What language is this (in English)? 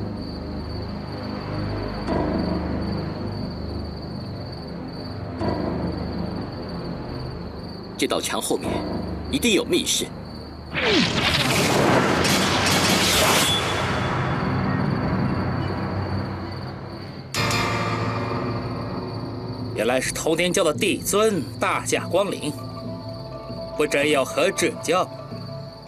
Chinese